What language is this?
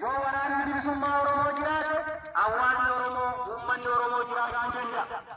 Oromo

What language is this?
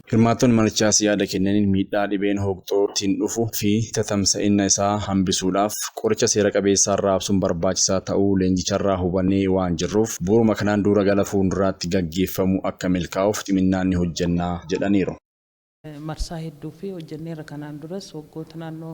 Oromo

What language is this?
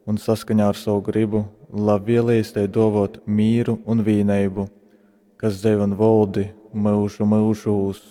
Latgalian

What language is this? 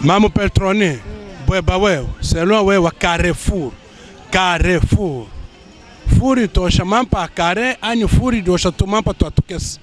Luba-Lulua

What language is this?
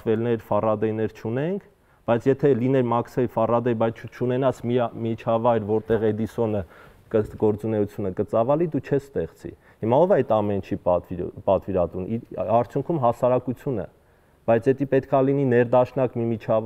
Armenian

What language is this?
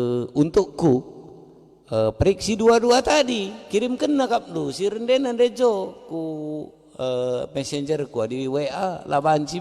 Batak Karo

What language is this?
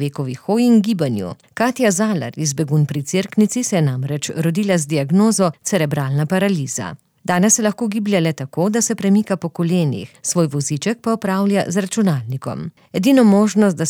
Slovenian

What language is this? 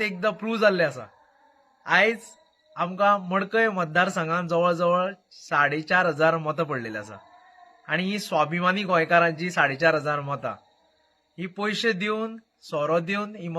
Konkani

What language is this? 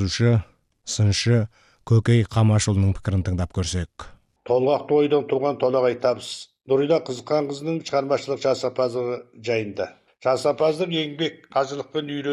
Kazakh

